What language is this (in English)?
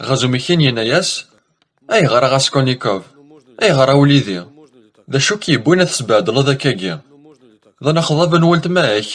Kabyle